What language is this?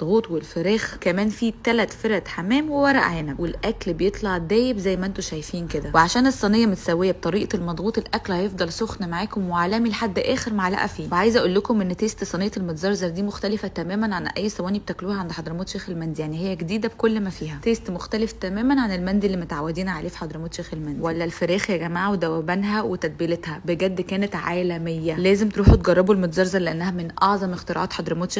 Egyptian Arabic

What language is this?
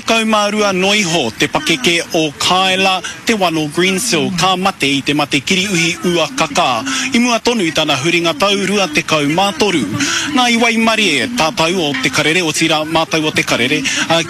Māori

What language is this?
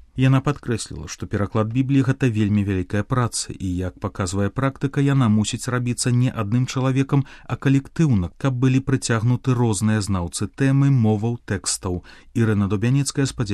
Belarusian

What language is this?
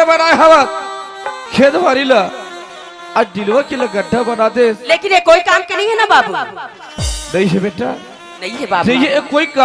Chhattisgarhi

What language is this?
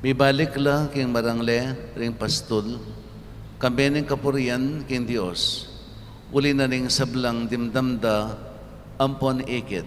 Pampanga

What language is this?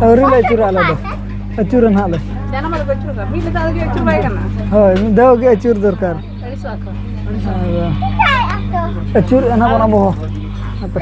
Santali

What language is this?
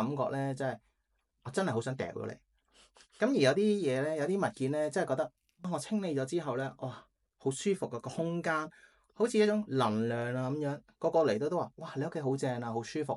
Cantonese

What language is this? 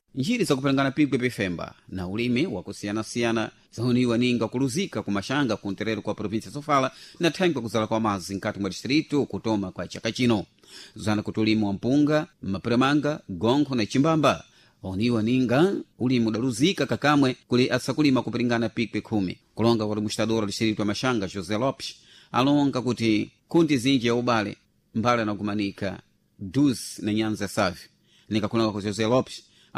Sena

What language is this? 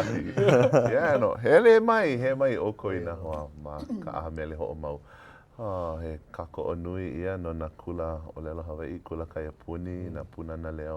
Hawaiian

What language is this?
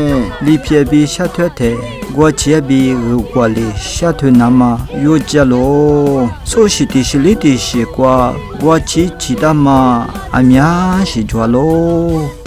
Lisu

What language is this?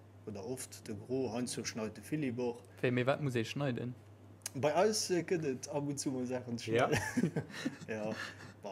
Luxembourgish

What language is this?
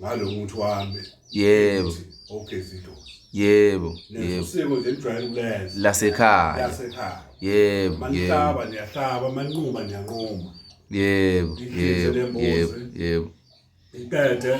Zulu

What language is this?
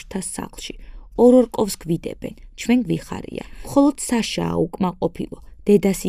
Georgian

